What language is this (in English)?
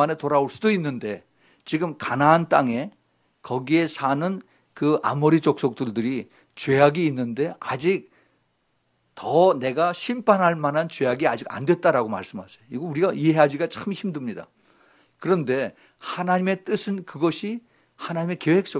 Korean